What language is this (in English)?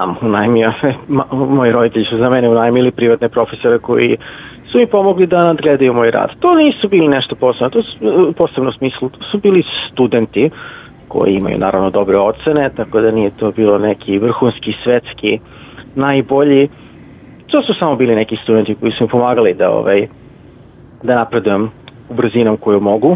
Serbian